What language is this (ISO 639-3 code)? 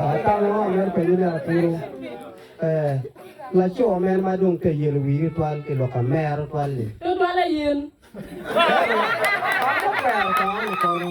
ach